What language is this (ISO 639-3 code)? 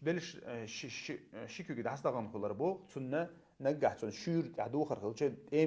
che